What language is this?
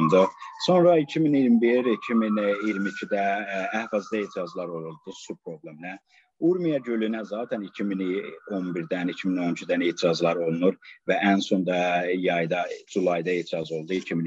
South Azerbaijani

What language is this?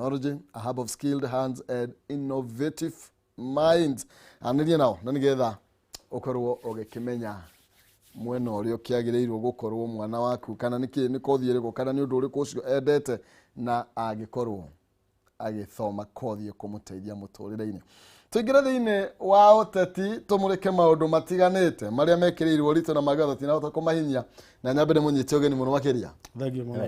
Kikuyu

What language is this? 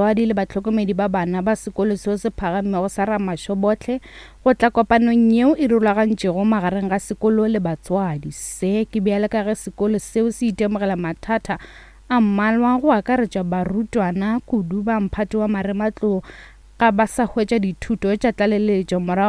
Northern Sotho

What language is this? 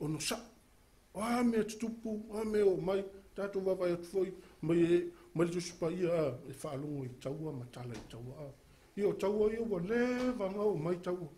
Samoan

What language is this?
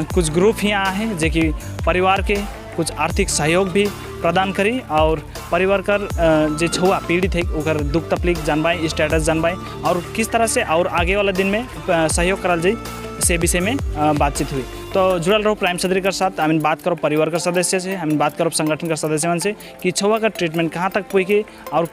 Sadri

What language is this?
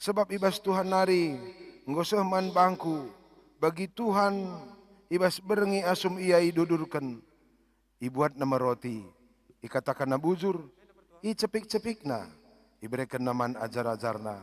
Batak Karo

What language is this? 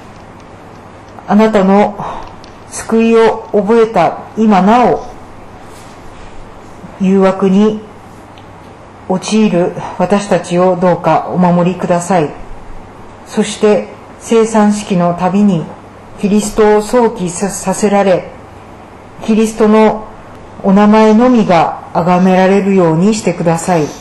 Japanese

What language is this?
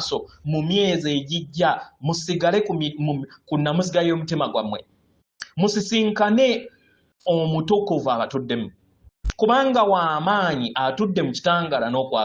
Ganda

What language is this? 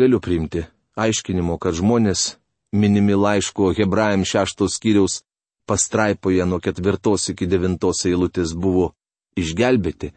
Lithuanian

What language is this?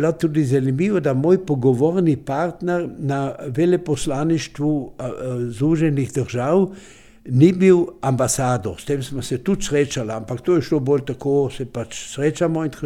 Slovenian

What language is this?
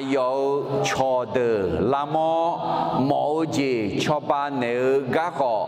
Akha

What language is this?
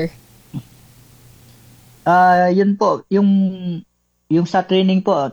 Filipino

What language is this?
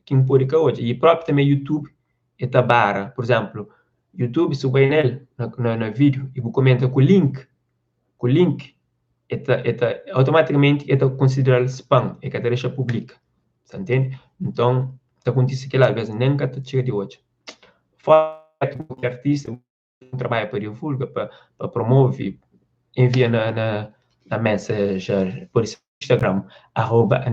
Kabuverdianu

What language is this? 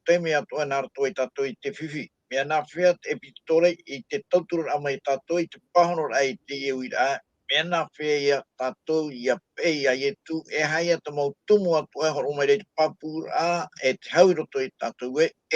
Tahitian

